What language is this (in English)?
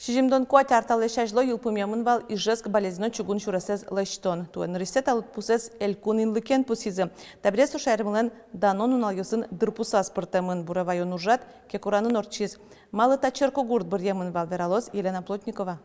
Udmurt